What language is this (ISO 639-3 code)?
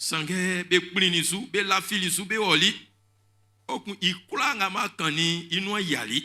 bci